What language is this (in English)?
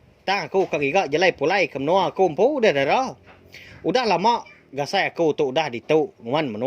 Iban